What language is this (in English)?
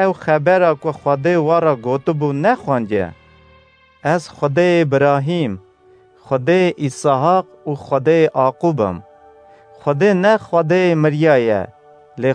Kurdish